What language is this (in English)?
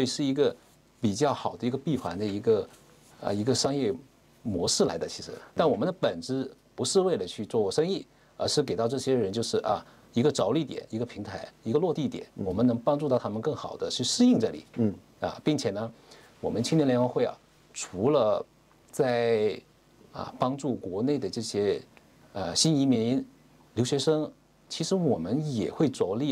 Chinese